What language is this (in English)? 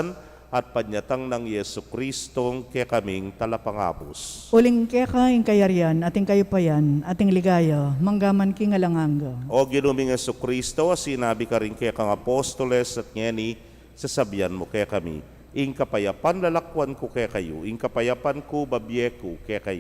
Pampanga